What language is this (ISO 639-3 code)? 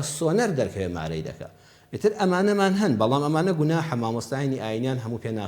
ckb